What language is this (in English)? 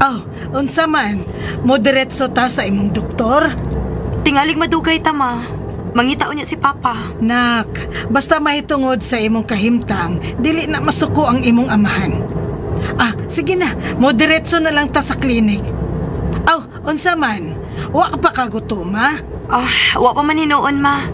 Cebuano